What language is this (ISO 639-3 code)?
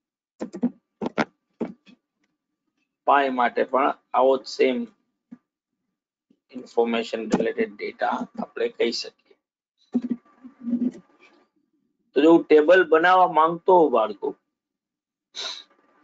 guj